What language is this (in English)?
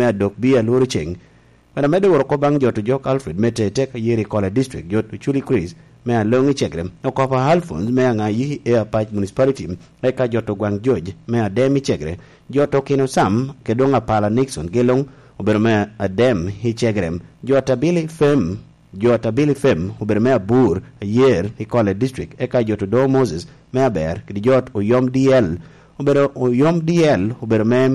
Lango (Uganda)